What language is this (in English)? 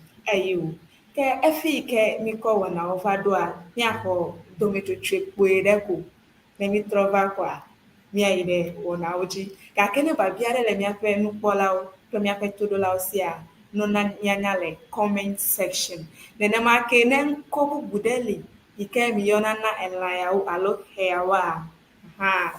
Ewe